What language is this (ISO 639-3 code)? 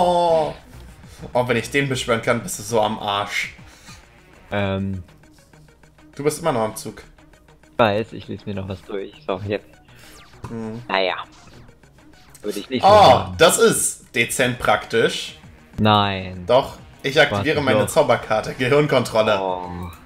deu